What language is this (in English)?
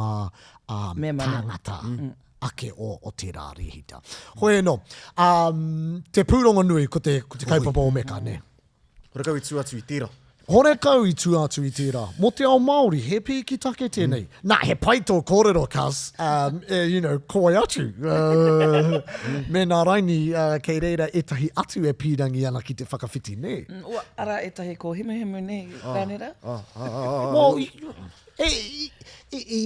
Māori